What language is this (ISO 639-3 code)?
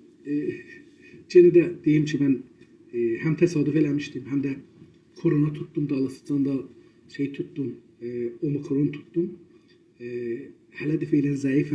azb